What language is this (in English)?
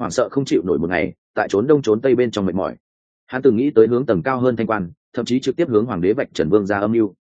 Vietnamese